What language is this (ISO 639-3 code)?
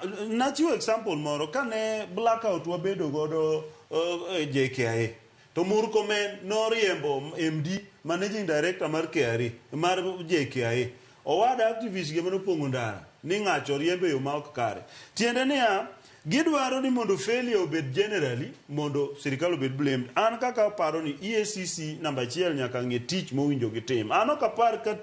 luo